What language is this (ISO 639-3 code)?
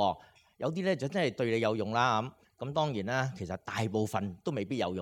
yue